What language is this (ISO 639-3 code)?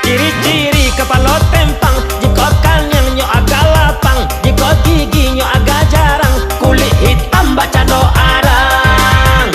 min